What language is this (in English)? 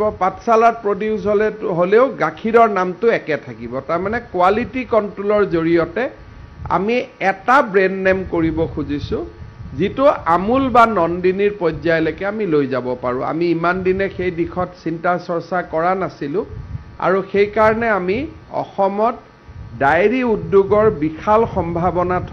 Assamese